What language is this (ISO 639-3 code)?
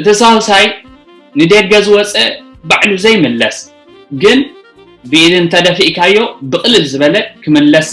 tir